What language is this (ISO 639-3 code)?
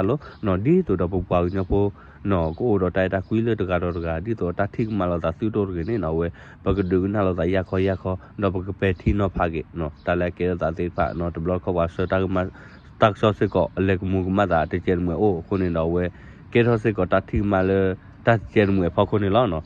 ksw